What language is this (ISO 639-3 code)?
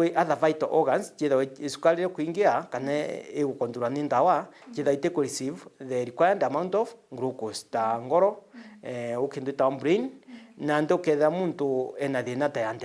mer